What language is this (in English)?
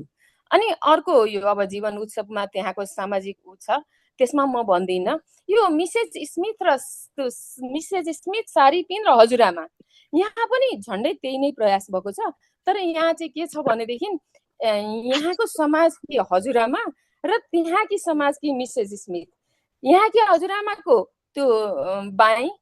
Nepali